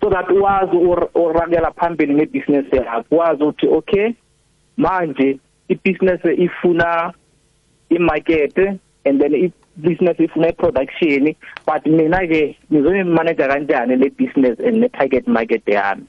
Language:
South Ndebele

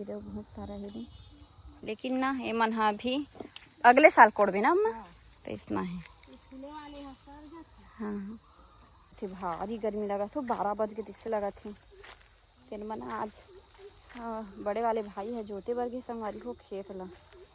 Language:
Chhattisgarhi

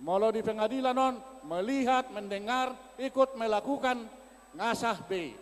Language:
Batak Toba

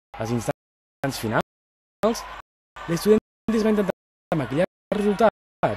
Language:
Catalan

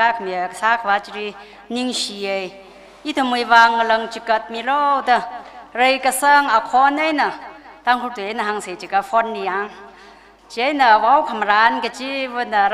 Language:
Tangkhul Naga (India)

